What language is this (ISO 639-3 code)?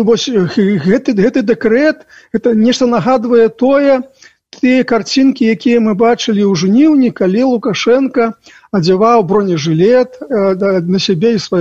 bel